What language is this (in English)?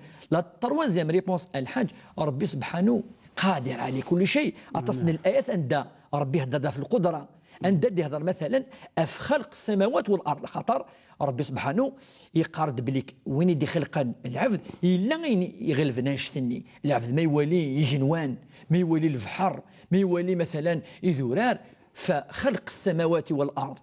Kabyle